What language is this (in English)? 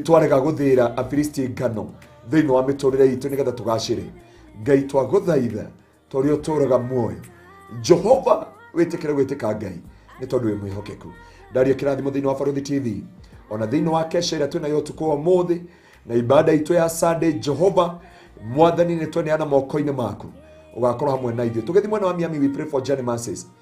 Kikuyu